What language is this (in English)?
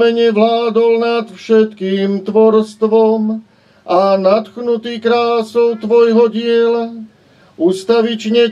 Slovak